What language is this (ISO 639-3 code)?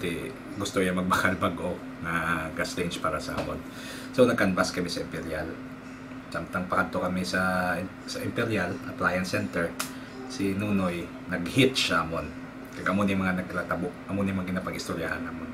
hil